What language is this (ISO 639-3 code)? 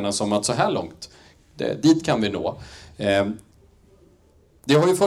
swe